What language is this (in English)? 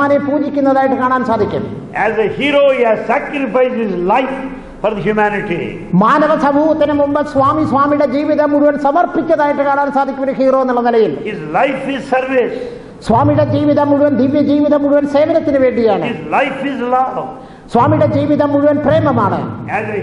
Malayalam